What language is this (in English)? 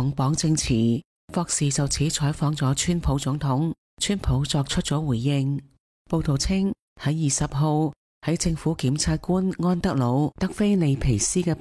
Cantonese